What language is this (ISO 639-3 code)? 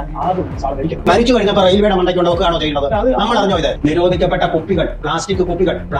mal